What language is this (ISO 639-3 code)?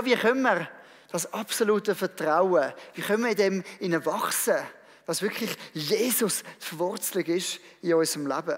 gsw